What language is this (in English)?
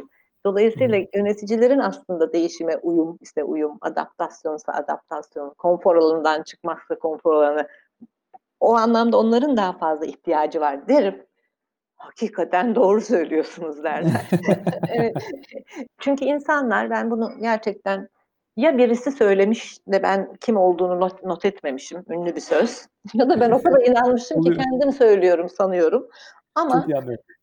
Turkish